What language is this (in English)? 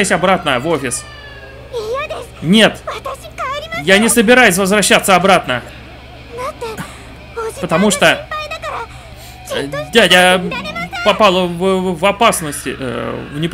Russian